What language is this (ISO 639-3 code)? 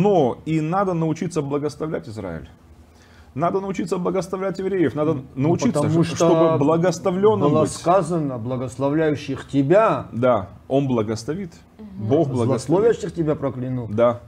rus